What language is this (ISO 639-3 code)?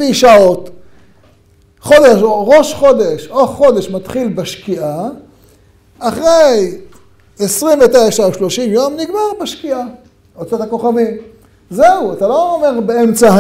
heb